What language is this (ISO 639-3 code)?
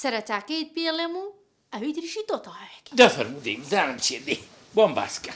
ckb